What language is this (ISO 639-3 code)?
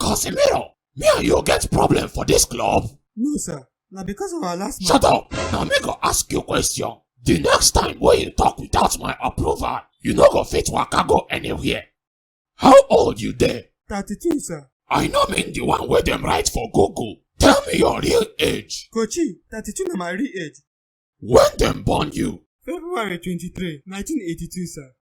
pcm